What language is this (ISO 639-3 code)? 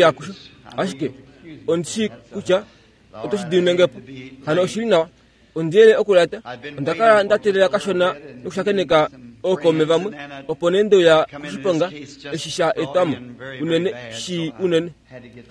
kua